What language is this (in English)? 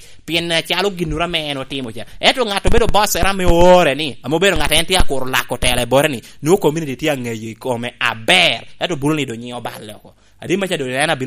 Lango (Uganda)